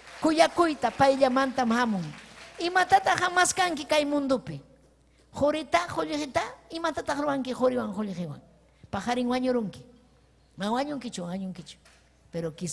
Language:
Ayacucho Quechua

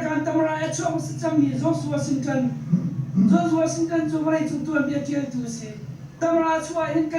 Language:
Hakha Chin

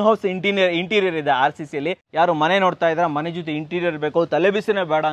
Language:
Kannada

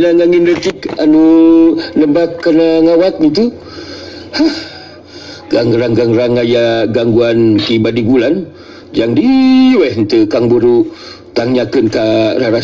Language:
Sundanese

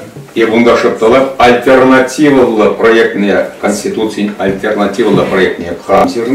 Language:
Chuvash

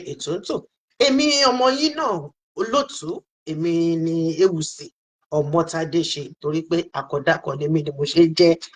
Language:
Yoruba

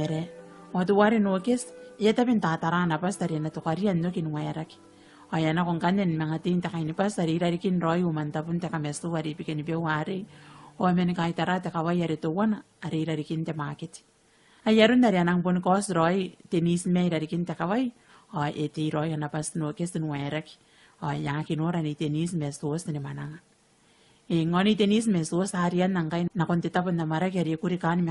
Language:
Gilbertese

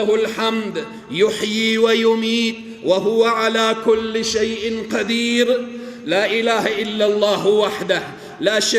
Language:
Persian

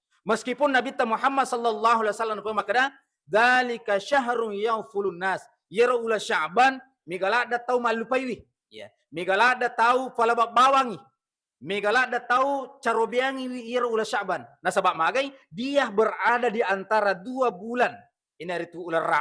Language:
Buginese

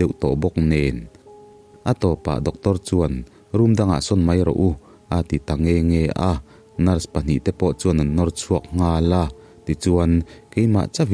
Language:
Mizo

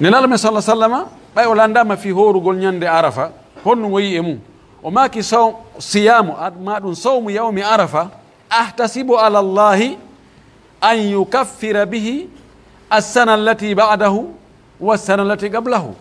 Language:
Pular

